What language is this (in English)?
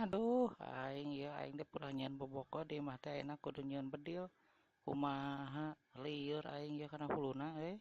Sundanese